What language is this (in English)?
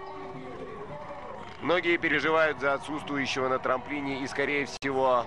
Russian